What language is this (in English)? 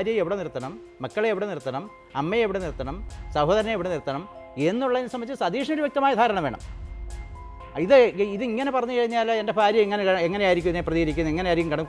Malayalam